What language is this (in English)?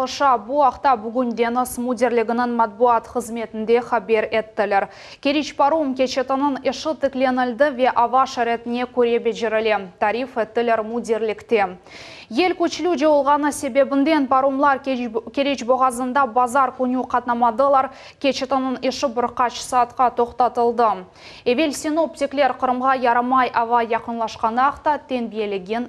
Crimean Tatar